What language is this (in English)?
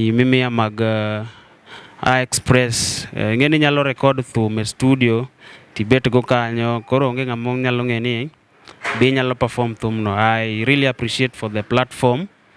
Luo (Kenya and Tanzania)